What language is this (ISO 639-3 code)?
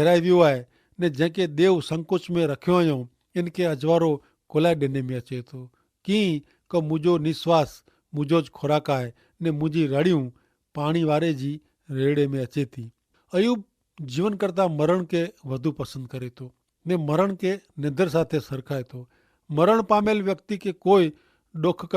kfr